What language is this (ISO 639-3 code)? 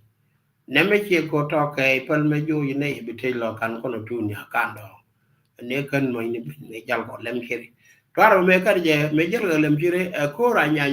nus